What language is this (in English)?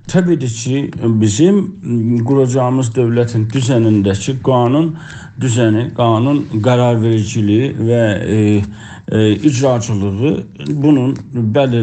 South Azerbaijani